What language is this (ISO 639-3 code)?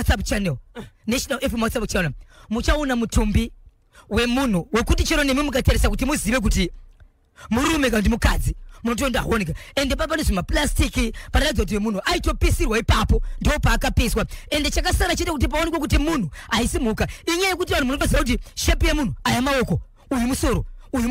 sna